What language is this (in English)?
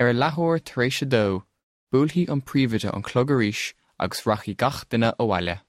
Irish